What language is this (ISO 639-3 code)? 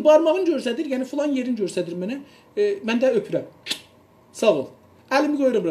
azb